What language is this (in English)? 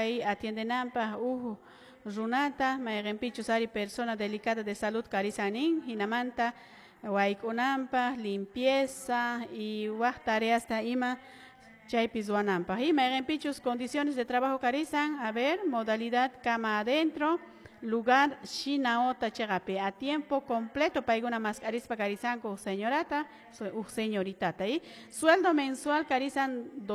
Quechua